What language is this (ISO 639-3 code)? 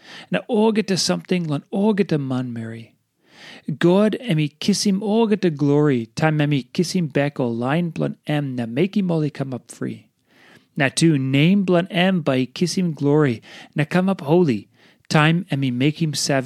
tpi